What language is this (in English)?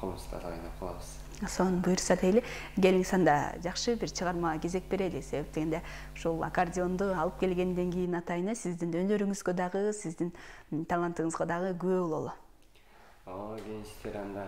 Kyrgyz